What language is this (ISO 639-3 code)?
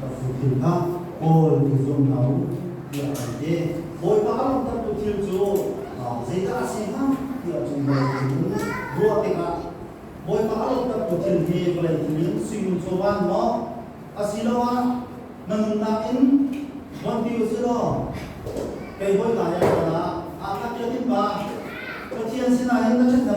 cnh